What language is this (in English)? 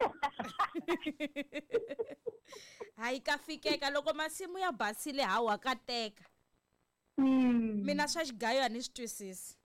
Tsonga